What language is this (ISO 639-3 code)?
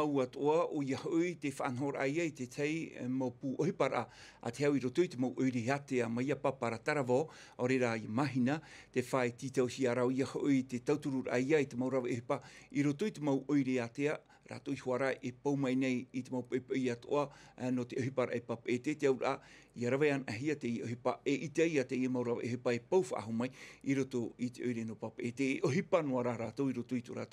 tah